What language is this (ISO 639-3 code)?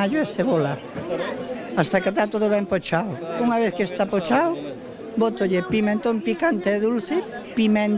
glg